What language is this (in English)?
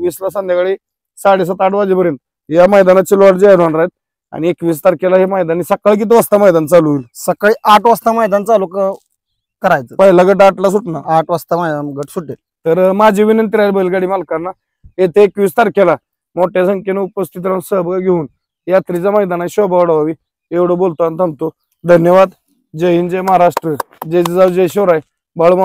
Marathi